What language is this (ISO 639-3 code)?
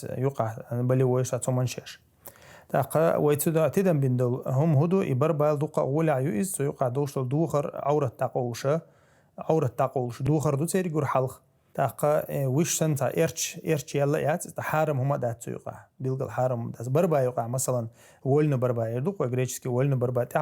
che